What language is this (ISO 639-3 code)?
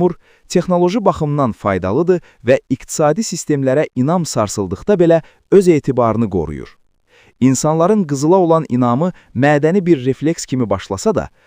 aze